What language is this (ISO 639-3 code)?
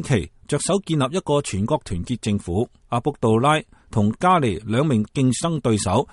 yue